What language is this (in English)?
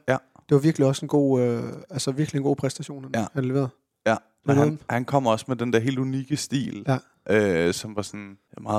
Danish